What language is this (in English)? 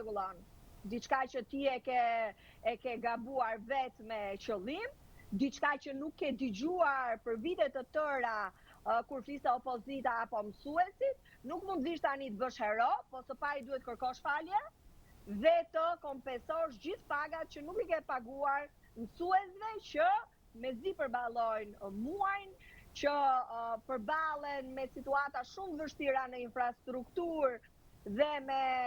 Albanian